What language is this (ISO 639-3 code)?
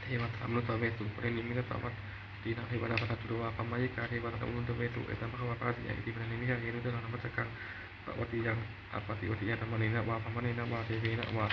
pli